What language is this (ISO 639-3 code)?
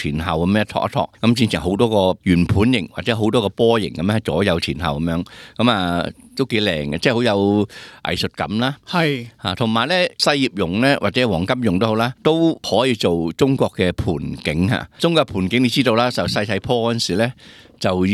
yue